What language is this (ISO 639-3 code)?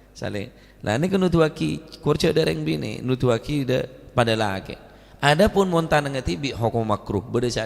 mad